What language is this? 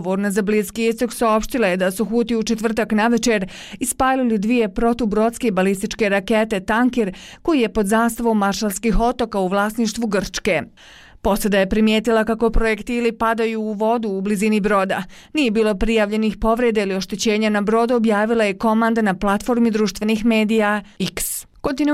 Bosnian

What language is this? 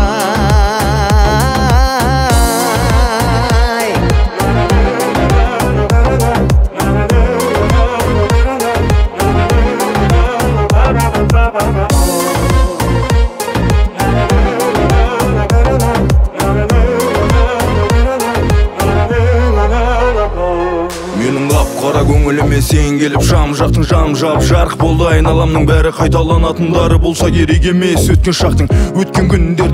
Kazakh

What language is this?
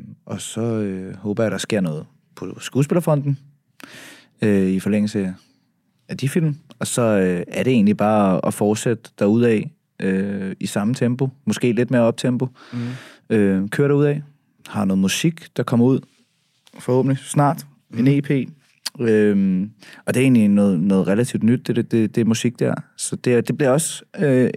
Danish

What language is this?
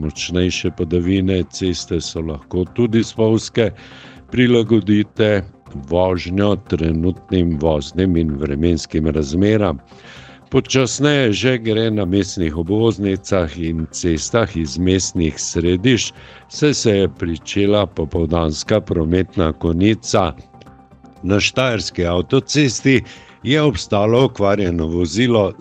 Slovenian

